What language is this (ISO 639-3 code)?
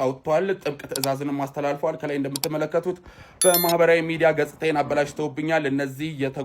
amh